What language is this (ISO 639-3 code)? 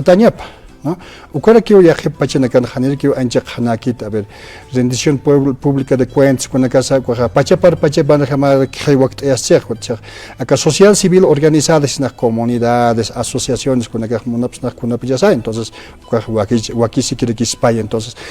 aym